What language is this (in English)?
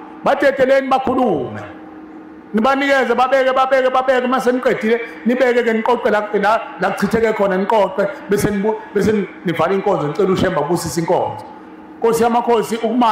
Zulu